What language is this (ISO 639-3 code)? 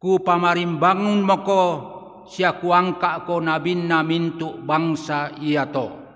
sda